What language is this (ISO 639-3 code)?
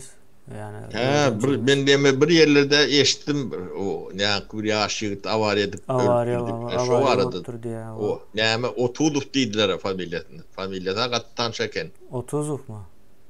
tuk